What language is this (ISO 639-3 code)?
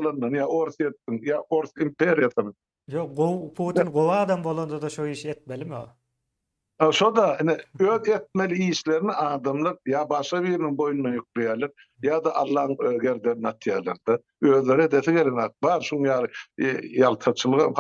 tuk